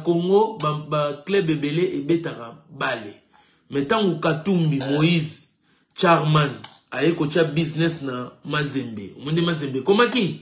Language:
Lingala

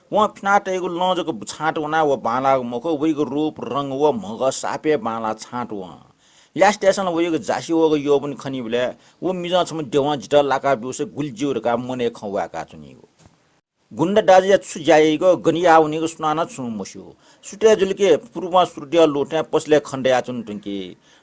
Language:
Newari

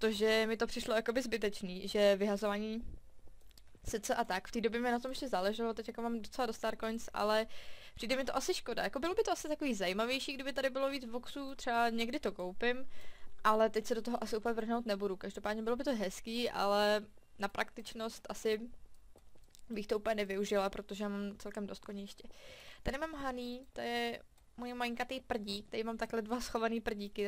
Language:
Czech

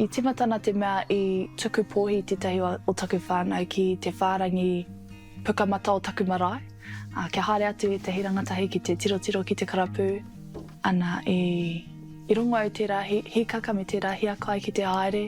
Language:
Māori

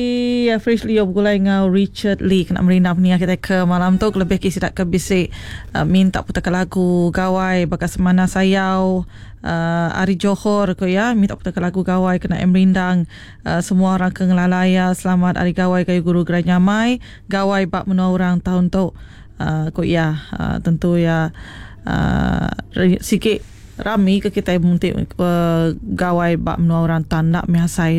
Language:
Iban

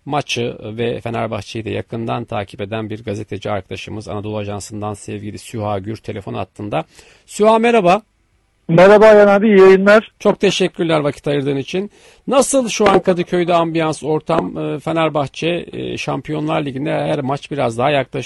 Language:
Turkish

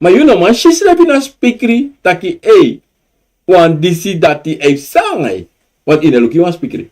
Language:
Sranan Tongo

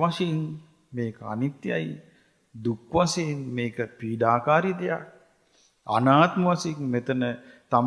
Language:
Sinhala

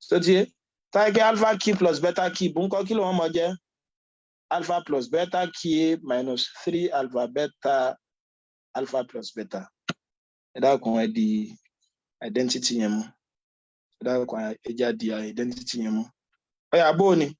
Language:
Yoruba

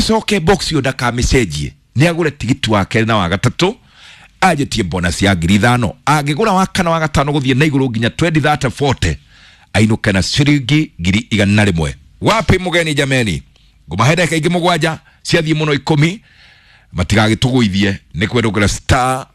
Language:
Kikuyu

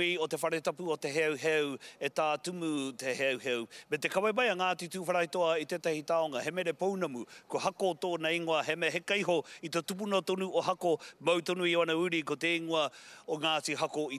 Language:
Māori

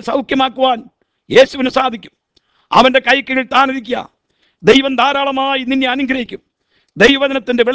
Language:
Malayalam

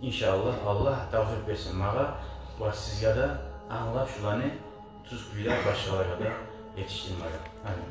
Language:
Kumyk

